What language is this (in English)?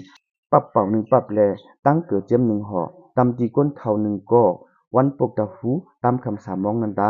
Shan